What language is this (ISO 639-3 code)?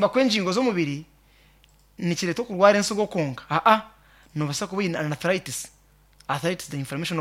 nyn